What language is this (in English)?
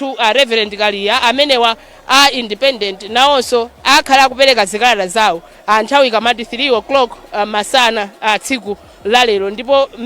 Nyanja